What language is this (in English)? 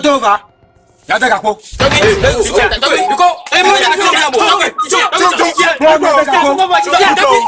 Ewe